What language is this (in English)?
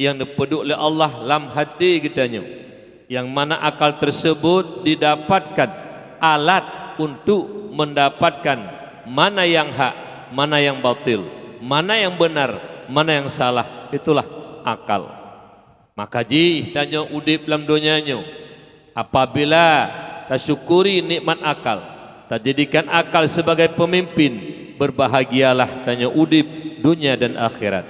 Achinese